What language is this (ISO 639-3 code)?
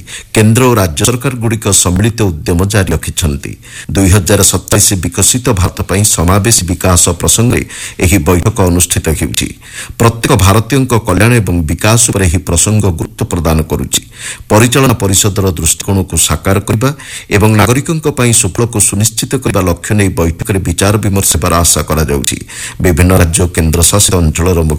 ori